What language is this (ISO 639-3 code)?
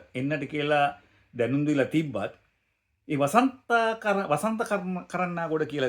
sin